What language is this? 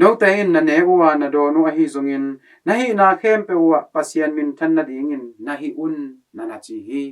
Tedim Chin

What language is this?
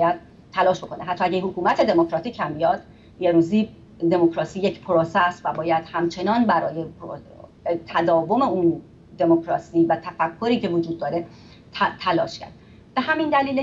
Persian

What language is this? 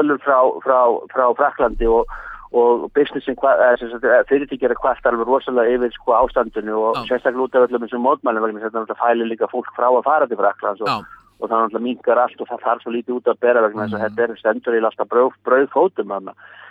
Icelandic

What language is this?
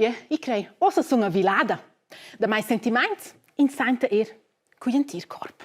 Romansh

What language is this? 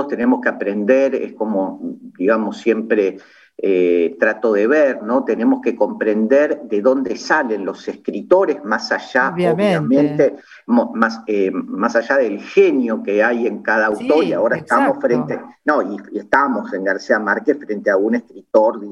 Spanish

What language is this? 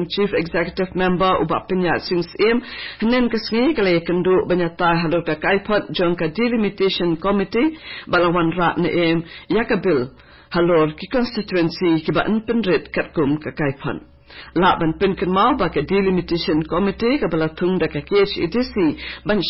Khasi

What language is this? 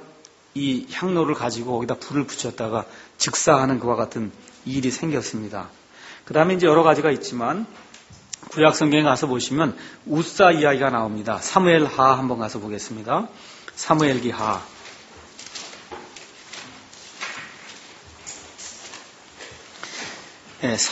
Korean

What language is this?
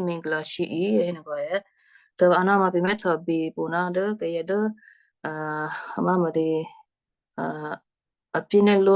Western Kayah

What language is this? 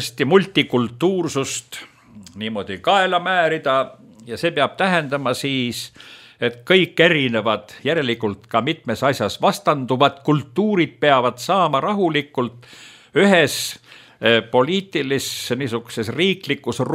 Estonian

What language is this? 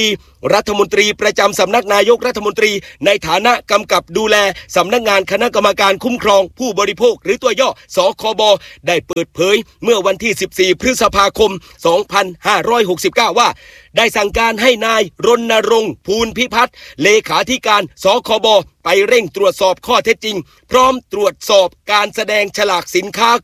Thai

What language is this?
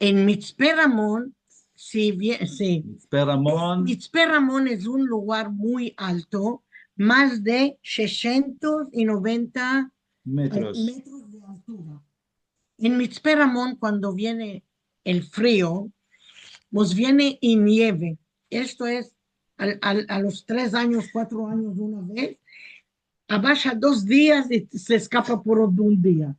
Ladino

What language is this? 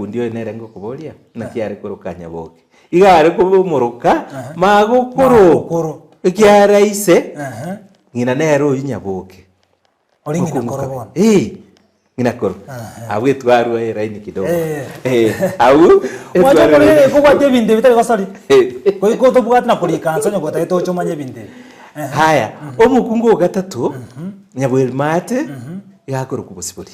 Gusii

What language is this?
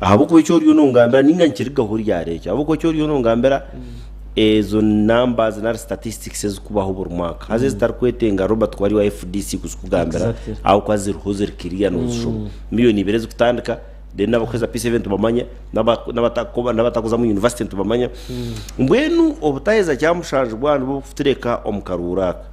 Nyankole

